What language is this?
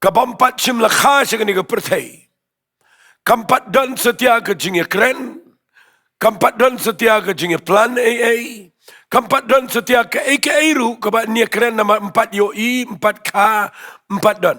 Khasi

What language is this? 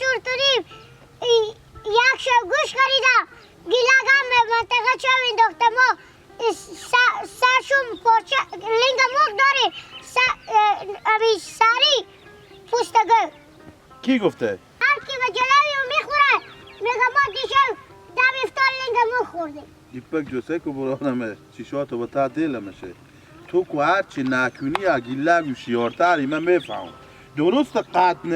Hazaragi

